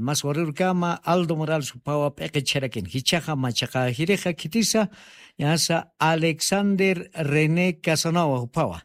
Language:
Aymara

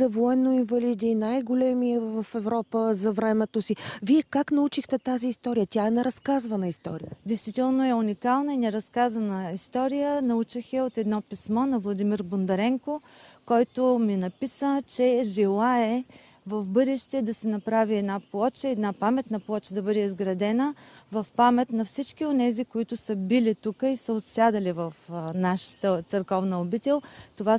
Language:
Bulgarian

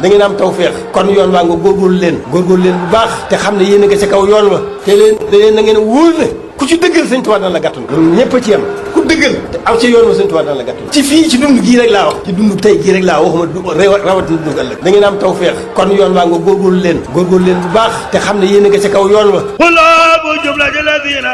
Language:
Wolof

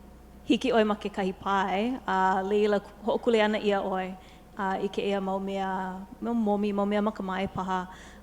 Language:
Hawaiian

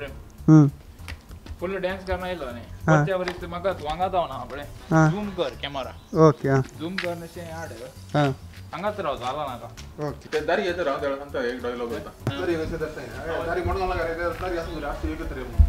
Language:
Konkani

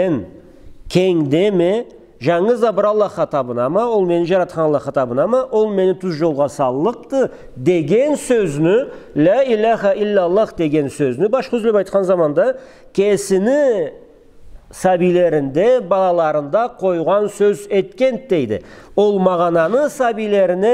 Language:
Karachay-Balkar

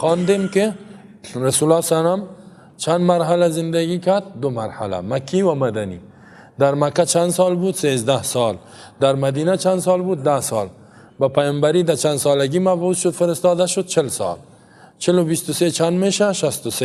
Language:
Persian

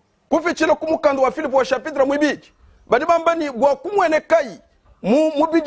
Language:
Luba-Lulua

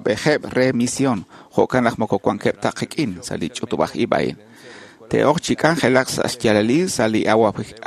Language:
Kekchí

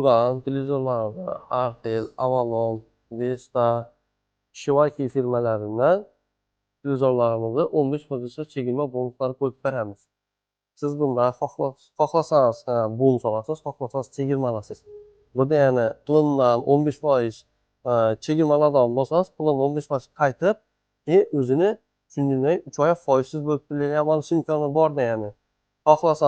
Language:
Uzbek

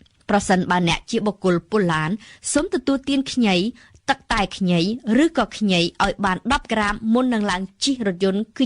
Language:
Khmer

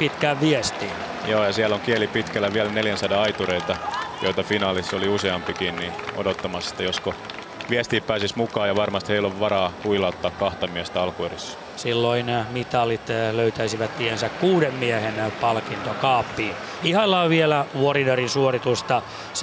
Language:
Finnish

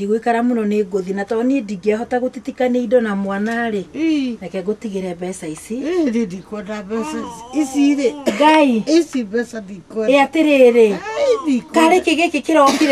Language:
Kikuyu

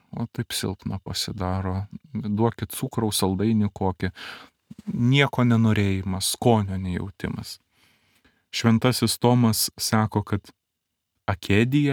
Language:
Lithuanian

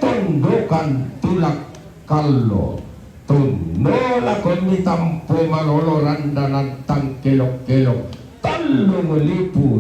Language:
Toraja-Sa'dan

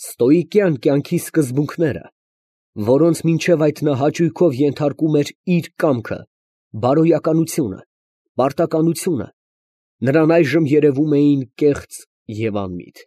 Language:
Armenian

